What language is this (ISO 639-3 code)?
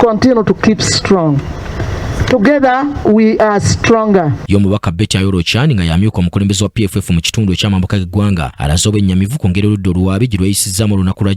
lug